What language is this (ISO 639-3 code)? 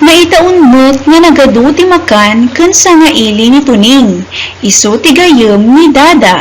ilo